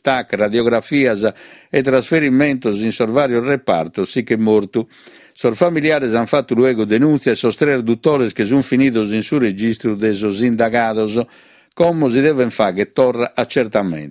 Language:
Sardinian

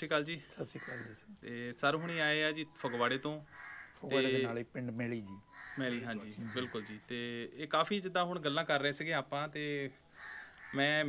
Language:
Punjabi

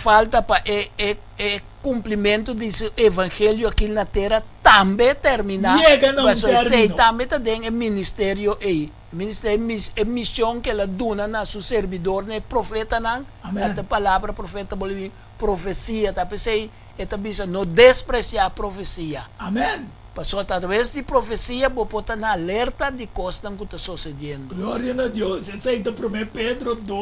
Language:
Papiamento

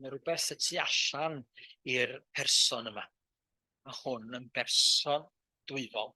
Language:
Welsh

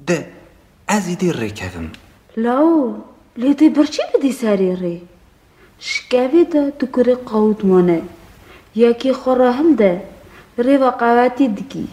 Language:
Kurdish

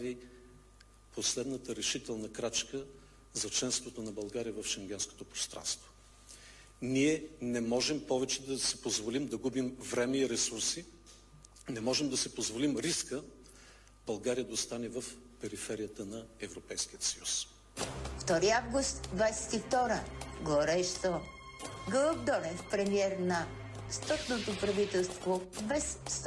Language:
Bulgarian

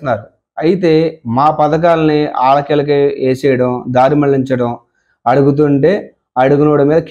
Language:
Telugu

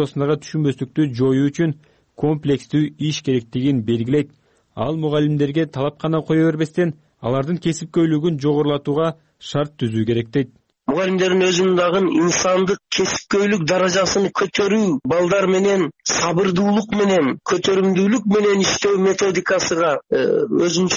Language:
Kyrgyz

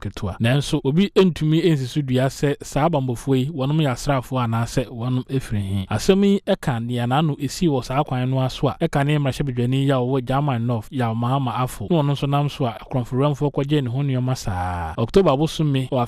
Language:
Akan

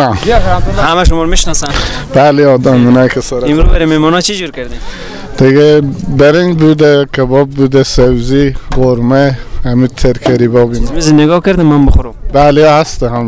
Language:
Persian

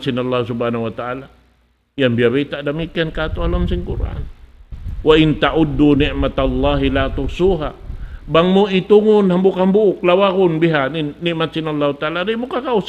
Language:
Tausug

